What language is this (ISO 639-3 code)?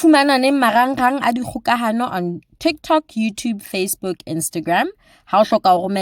sot